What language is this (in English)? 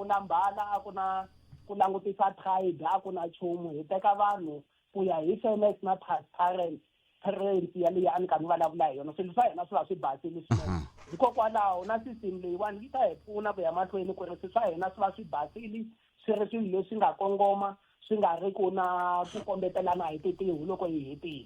Tsonga